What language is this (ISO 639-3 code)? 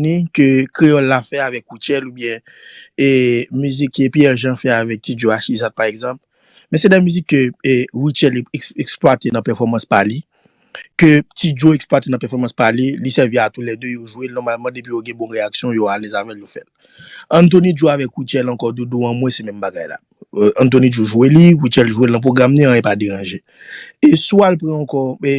hat